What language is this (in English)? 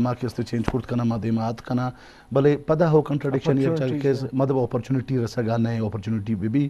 Urdu